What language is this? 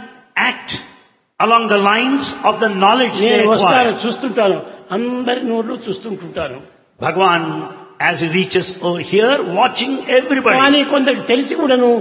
Telugu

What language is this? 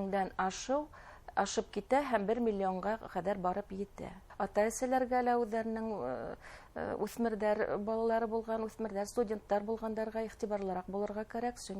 Bashkir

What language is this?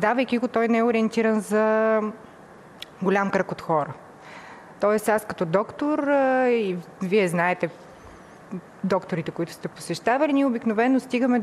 Bulgarian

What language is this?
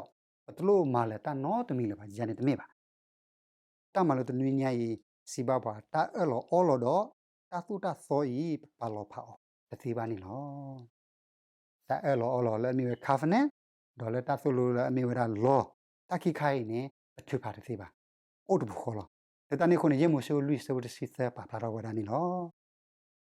S'gaw Karen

